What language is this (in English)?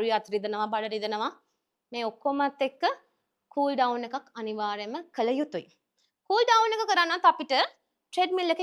Sinhala